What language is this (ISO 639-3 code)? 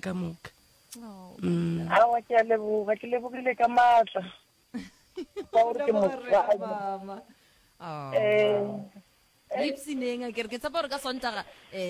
nso